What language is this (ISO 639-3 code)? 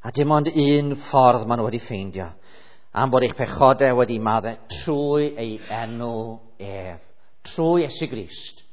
cym